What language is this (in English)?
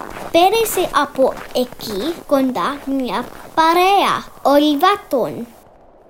Greek